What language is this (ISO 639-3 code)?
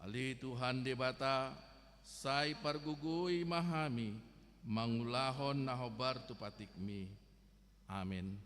bbc